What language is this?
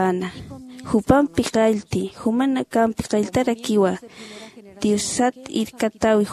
Aymara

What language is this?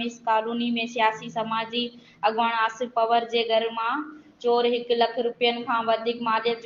Sindhi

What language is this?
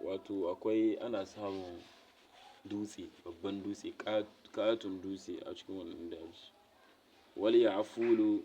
Hausa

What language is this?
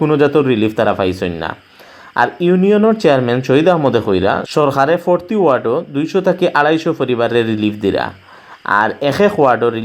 Sylheti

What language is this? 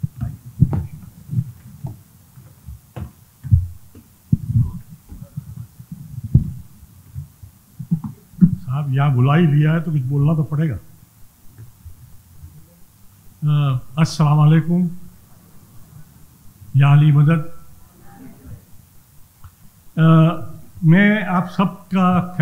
Urdu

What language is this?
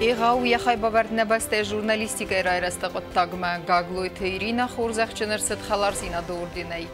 Ossetic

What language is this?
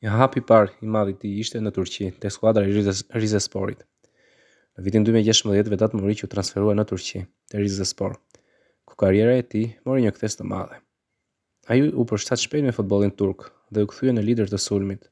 Albanian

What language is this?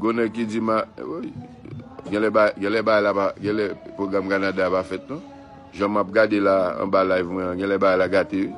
Haitian Creole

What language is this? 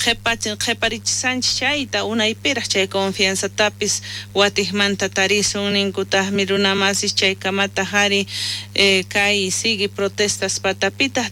South Bolivian Quechua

